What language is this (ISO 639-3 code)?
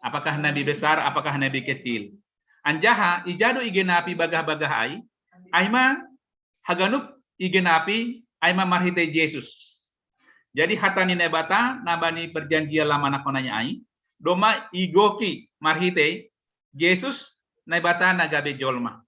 bts